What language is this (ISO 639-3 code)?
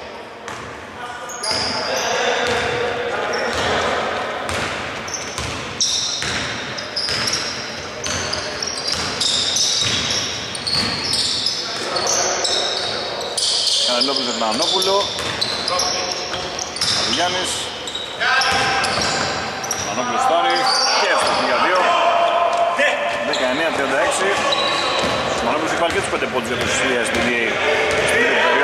ell